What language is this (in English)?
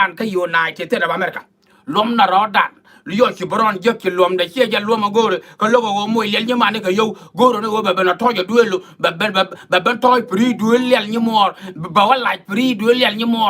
Nuer